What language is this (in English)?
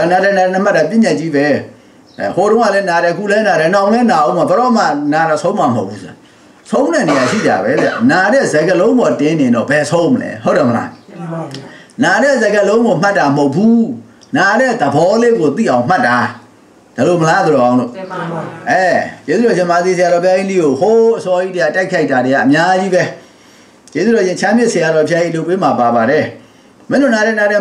Burmese